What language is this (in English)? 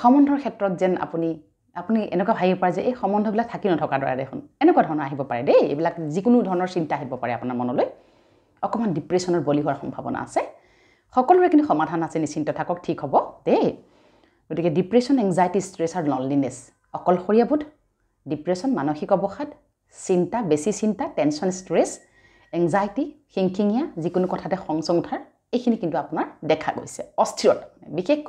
Assamese